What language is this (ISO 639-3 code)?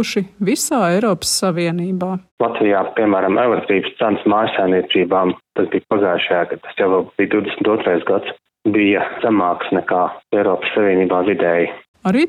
lav